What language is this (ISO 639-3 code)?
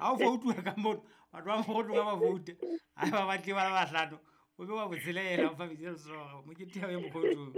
sot